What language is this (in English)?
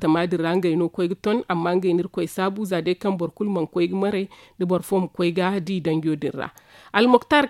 Zarma